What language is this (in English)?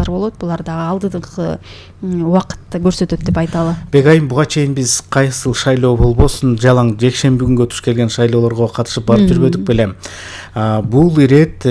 Kyrgyz